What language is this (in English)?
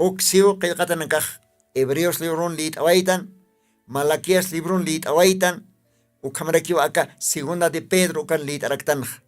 Aymara